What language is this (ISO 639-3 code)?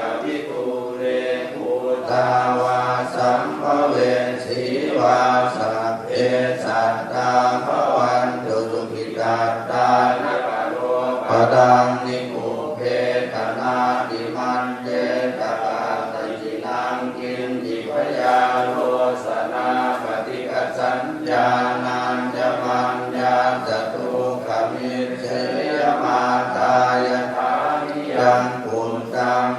pli